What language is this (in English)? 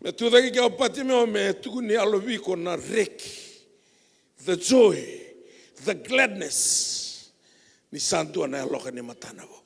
Fijian